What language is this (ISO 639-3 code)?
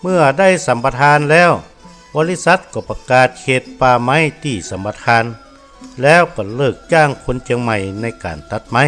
nod